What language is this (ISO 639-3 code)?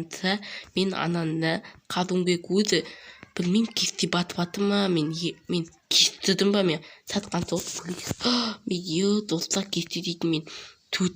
kaz